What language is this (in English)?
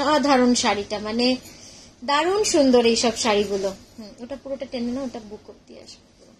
Bangla